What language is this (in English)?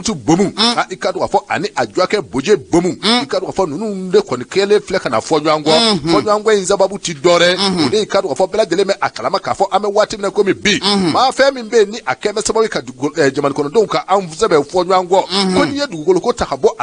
Bambara